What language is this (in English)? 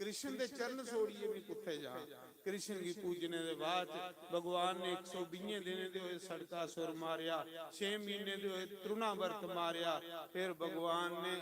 Dogri